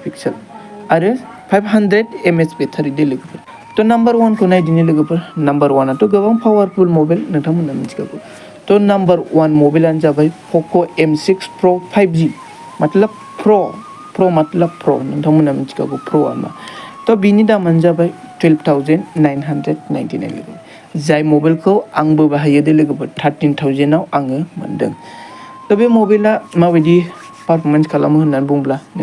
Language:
Bodo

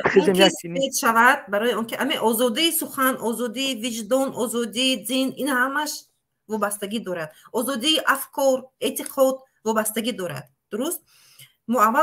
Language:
Tajik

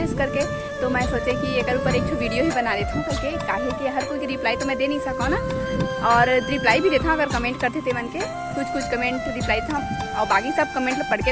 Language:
Chhattisgarhi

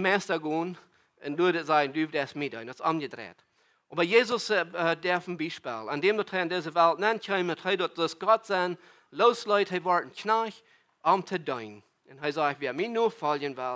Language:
Plautdietsch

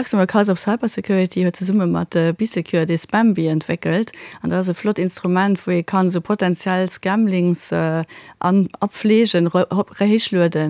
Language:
Luxembourgish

